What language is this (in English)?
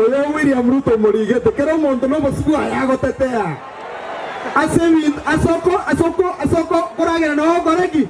Gusii